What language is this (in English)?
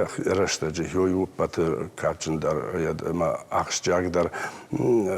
Ossetic